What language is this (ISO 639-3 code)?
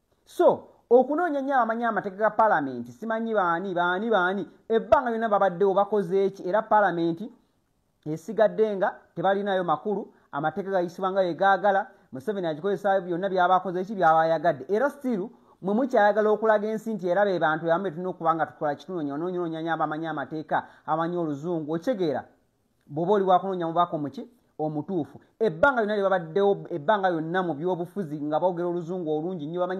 lug